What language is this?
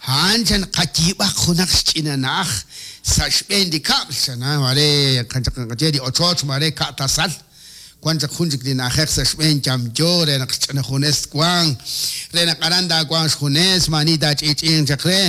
Kekchí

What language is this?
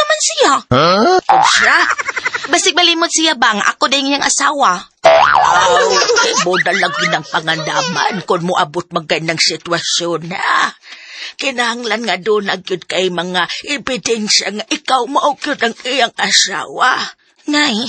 Cebuano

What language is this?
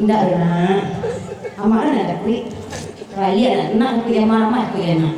Minangkabau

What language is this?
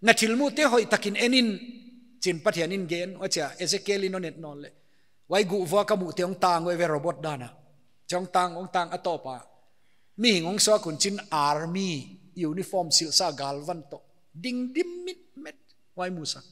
Paite Chin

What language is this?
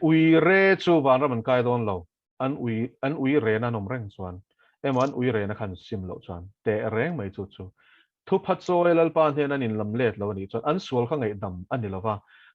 Mizo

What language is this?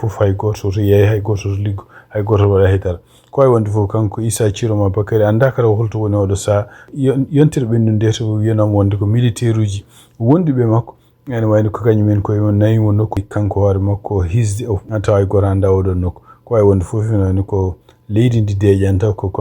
Fula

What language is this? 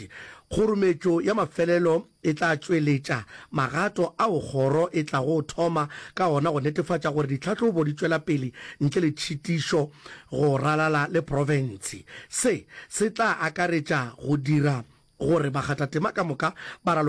Northern Sotho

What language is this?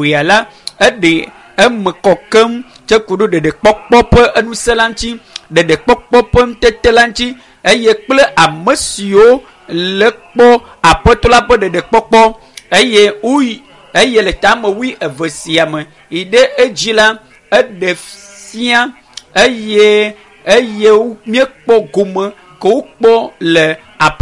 Ewe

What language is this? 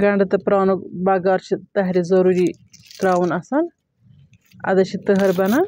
Kashmiri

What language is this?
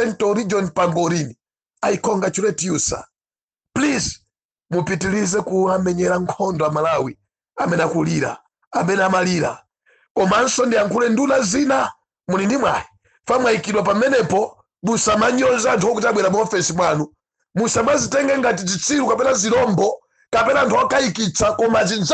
Nyanja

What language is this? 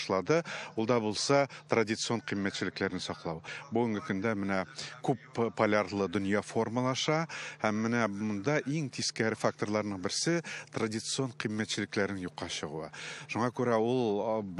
Tatar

